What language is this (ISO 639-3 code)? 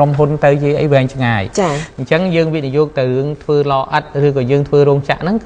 khm